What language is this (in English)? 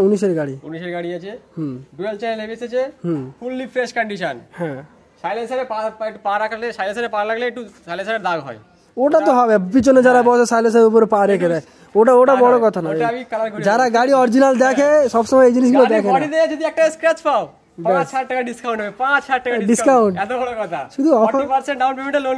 Bangla